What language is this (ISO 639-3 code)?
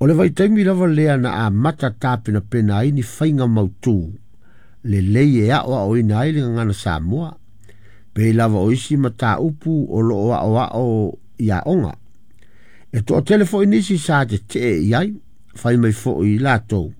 smo